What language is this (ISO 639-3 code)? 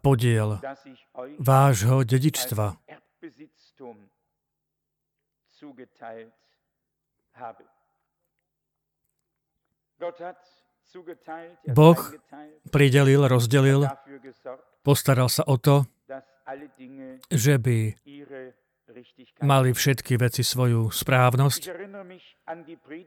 slk